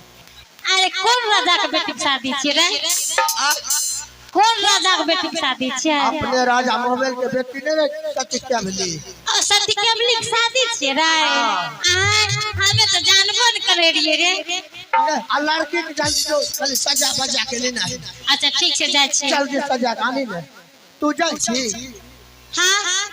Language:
Maithili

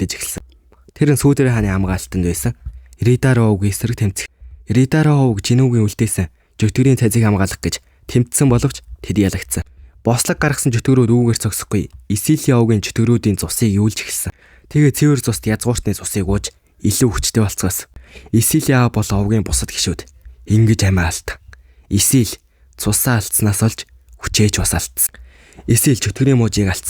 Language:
Mongolian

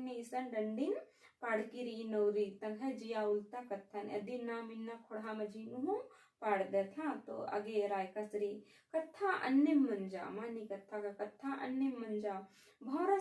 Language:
Kurukh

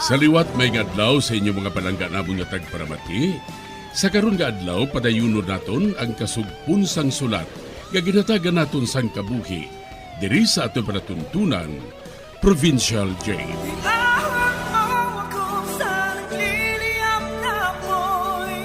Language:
Hiligaynon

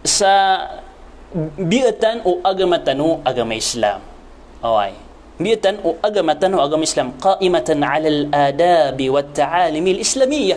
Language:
Maranao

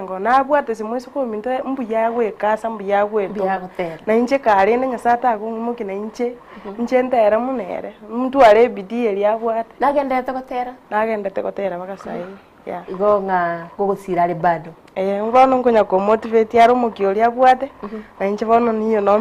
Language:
Gusii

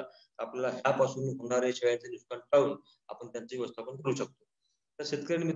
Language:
Marathi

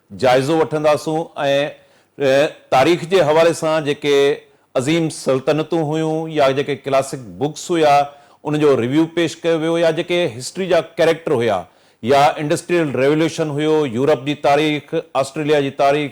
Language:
Sindhi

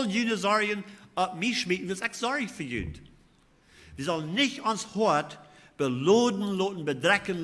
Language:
Plautdietsch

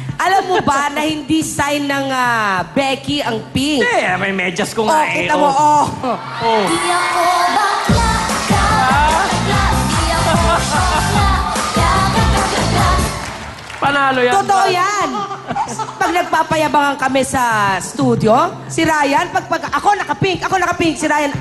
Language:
Filipino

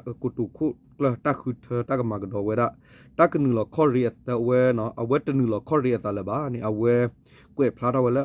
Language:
S'gaw Karen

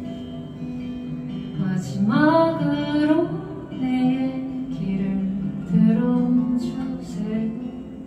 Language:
Korean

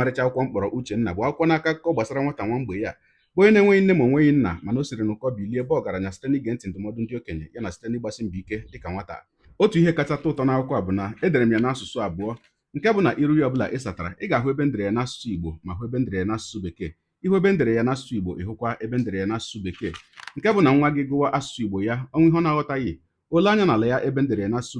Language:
Igbo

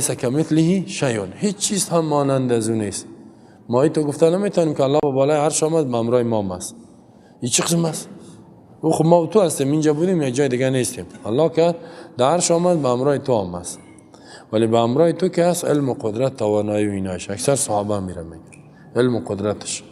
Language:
Persian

